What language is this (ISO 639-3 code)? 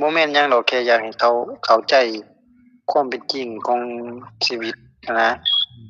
lao